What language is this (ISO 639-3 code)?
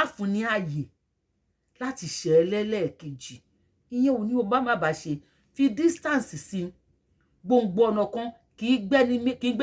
yor